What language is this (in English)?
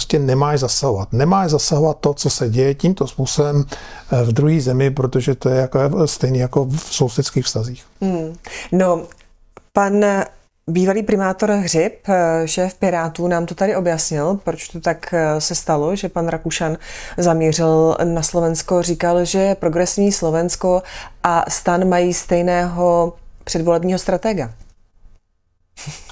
Czech